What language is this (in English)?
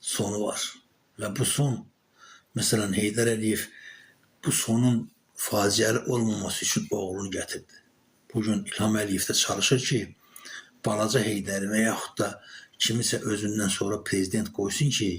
Azerbaijani